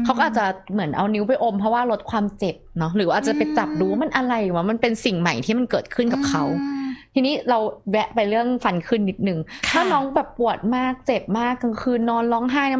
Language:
Thai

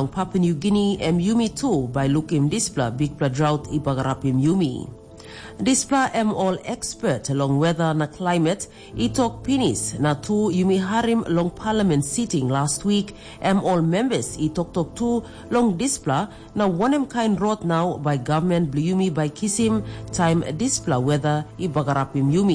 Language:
Tok Pisin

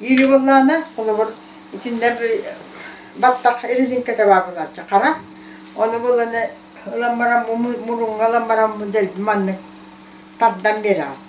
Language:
Yakut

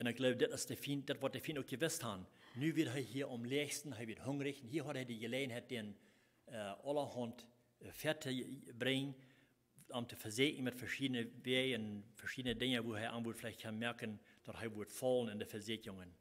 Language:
Plautdietsch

